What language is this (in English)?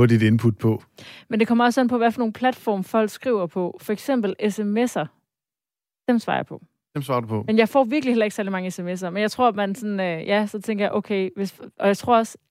Danish